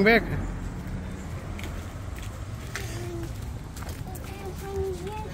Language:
Dutch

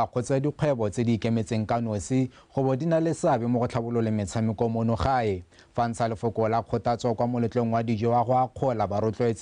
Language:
Tswana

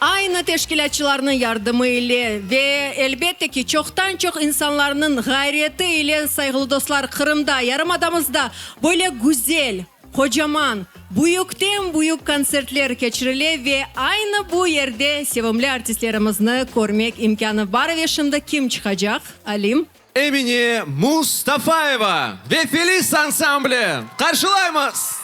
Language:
Crimean Tatar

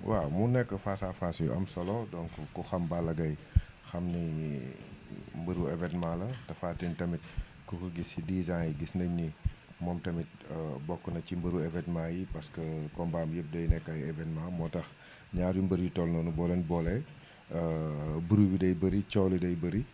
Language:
Wolof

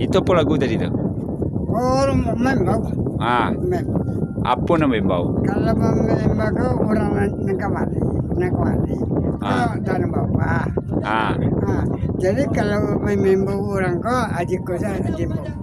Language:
Minangkabau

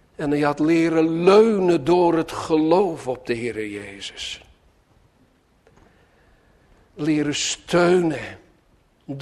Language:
Dutch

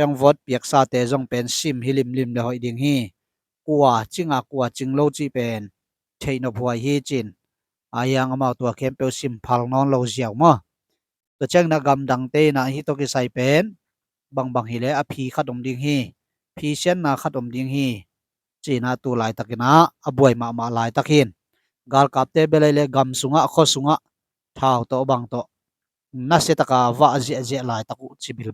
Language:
Tedim Chin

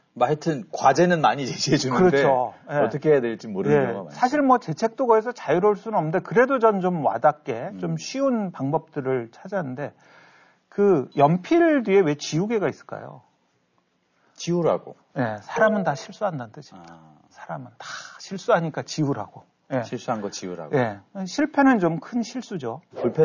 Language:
Korean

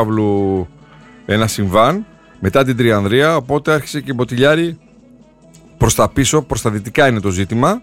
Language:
Greek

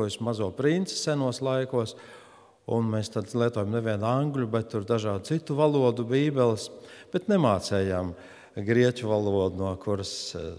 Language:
Latvian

